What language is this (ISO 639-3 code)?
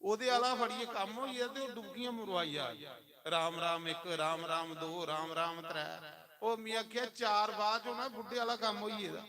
doi